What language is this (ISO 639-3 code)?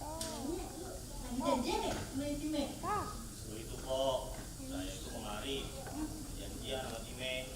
bew